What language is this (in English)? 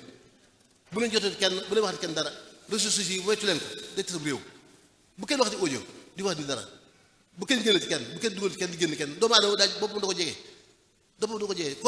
Wolof